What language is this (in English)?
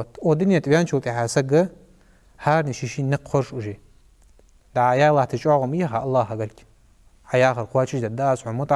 Ingush